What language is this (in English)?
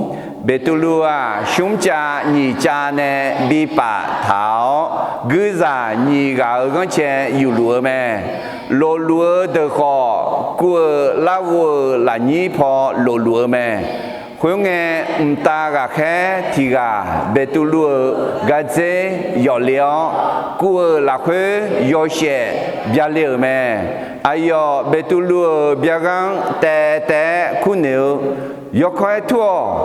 Akha